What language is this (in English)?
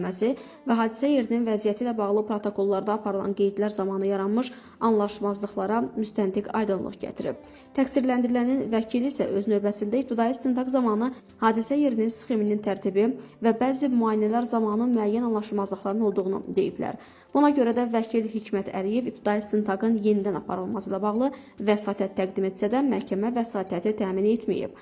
Azerbaijani